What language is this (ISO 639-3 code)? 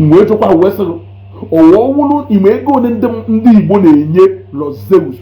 ibo